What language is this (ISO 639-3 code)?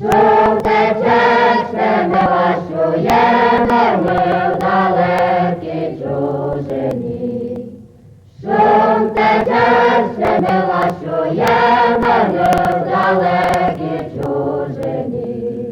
rue